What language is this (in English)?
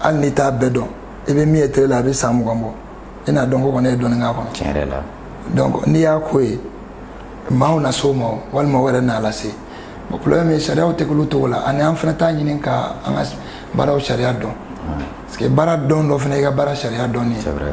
Bambara